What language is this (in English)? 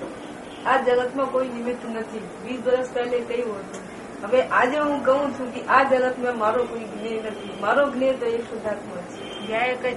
Gujarati